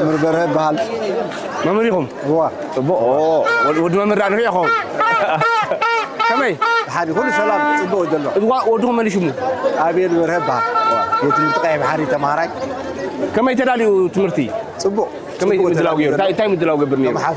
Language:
Tigrinya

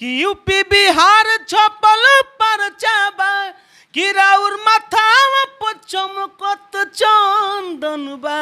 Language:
Bhojpuri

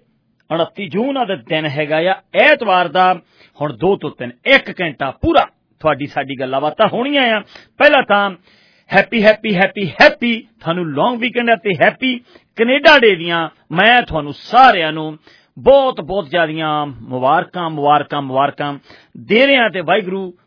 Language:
Punjabi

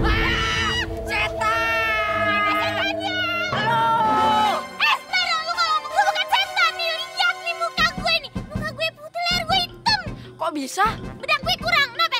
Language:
Betawi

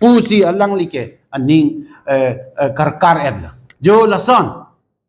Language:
Karbi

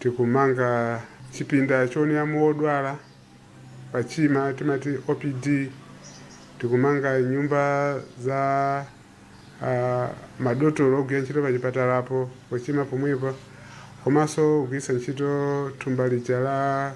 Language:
Nyanja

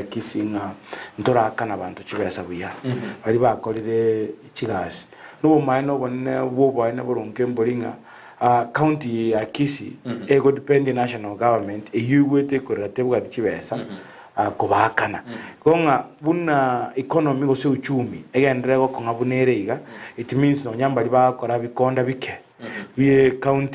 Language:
Gusii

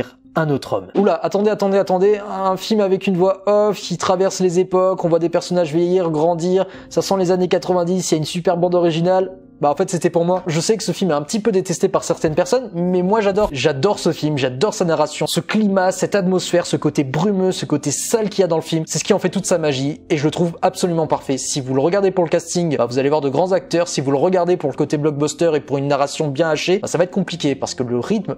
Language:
French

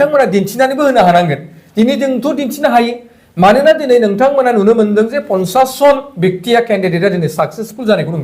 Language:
Bodo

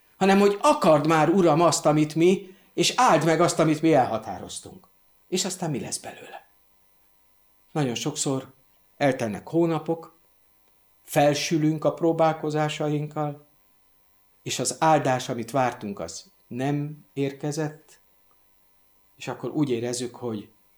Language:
Hungarian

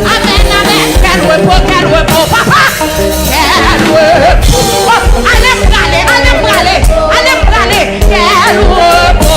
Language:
Haitian Creole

